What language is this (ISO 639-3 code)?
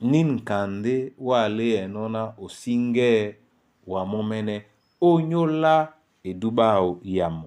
dua